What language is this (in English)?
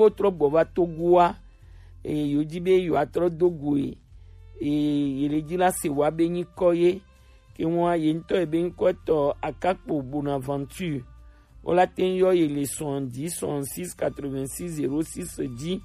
Gen